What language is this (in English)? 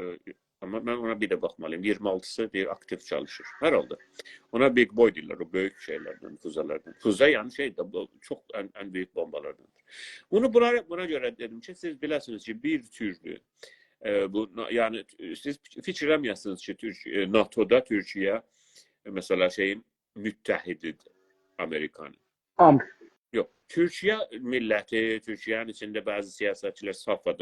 South Azerbaijani